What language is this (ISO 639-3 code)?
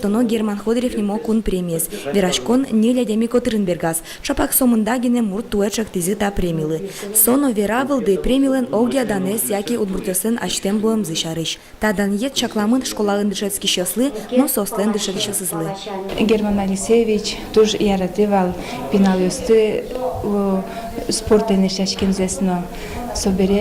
udm